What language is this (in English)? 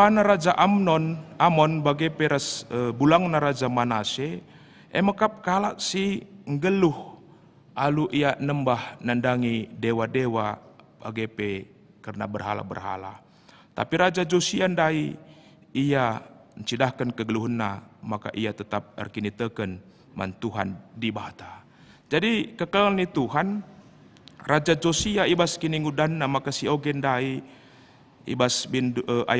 Batak Karo